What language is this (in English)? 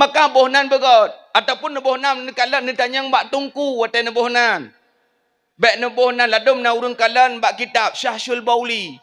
Achinese